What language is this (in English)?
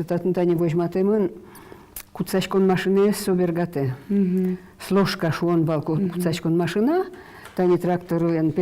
Udmurt